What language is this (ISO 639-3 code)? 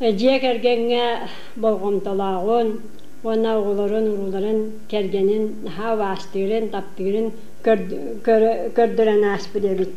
sah